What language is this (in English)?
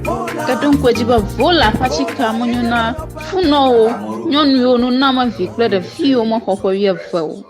Ewe